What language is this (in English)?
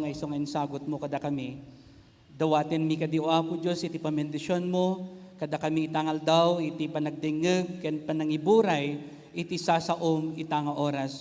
Iloko